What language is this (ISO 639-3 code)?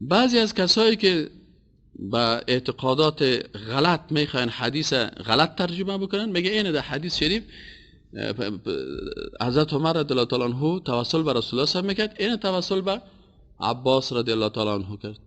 fas